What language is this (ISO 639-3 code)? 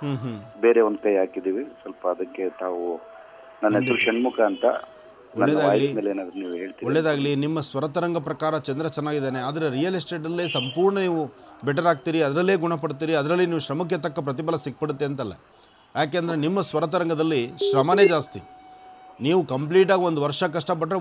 kan